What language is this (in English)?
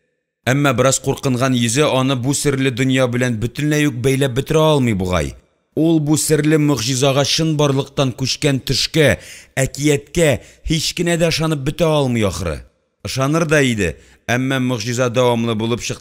Tatar